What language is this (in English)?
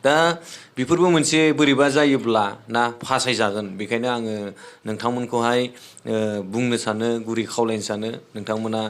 Bodo